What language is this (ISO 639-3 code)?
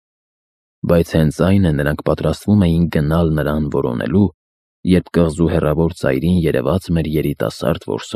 hye